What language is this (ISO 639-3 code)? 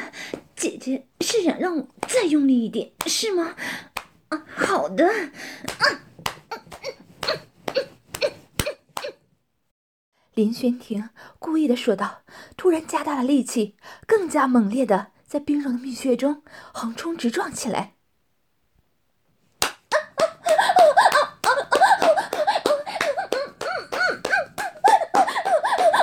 zho